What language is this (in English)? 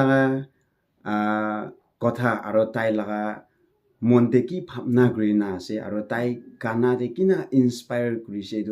Naga Pidgin